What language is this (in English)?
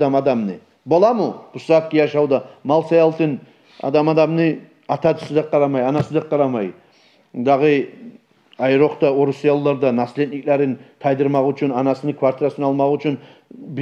Kumyk